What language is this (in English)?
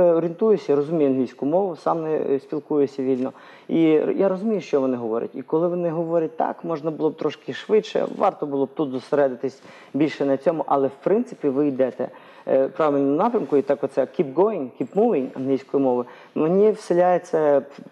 Ukrainian